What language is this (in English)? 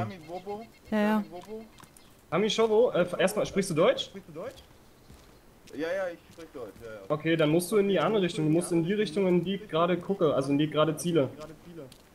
German